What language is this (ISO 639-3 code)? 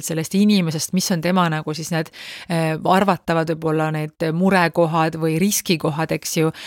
est